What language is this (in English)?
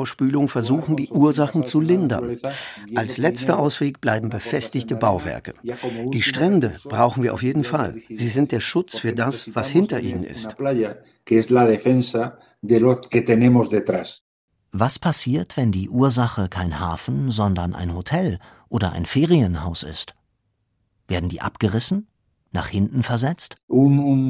German